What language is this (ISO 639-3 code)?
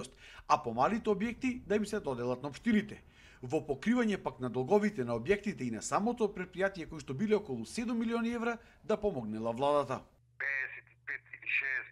mkd